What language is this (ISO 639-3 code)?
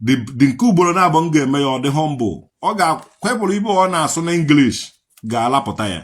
ibo